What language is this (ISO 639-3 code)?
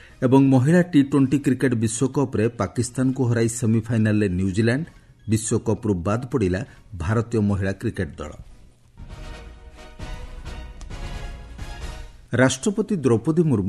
ori